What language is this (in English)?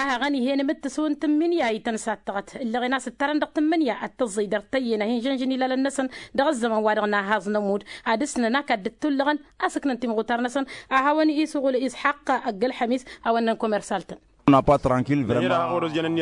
Tamasheq